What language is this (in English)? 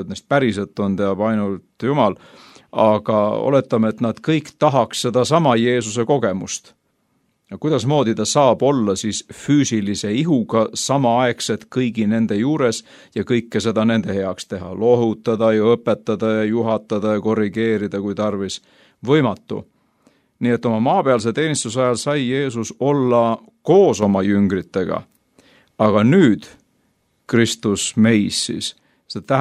Estonian